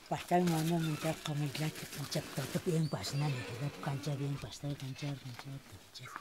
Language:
Tuvinian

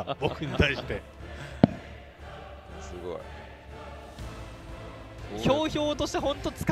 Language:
Japanese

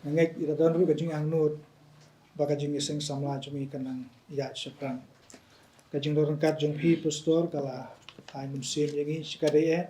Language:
Khasi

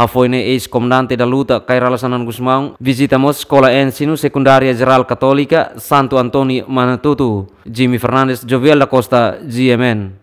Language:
Tetum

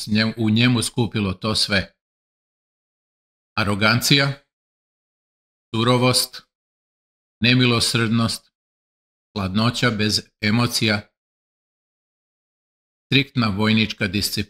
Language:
Serbian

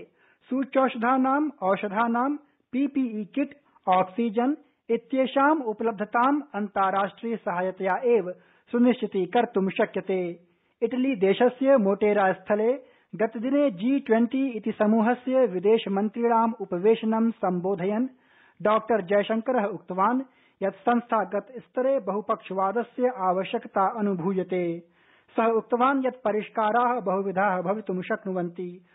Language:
Sanskrit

